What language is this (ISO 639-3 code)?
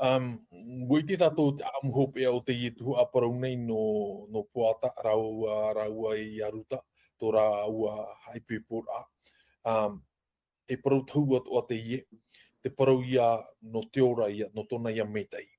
tah